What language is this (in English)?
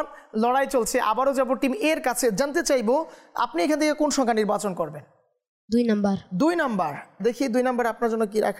Bangla